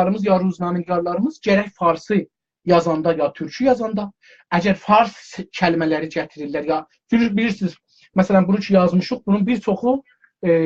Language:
South Azerbaijani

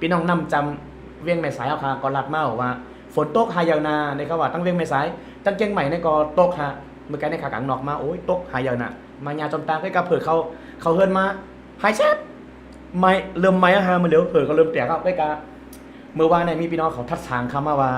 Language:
Shan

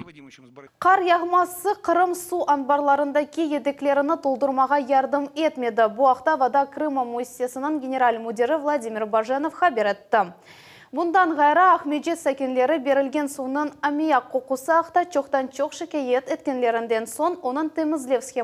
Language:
Crimean Tatar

